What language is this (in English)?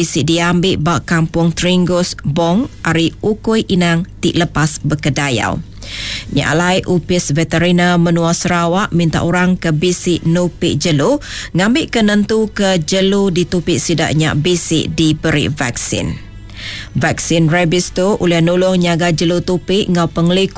Iban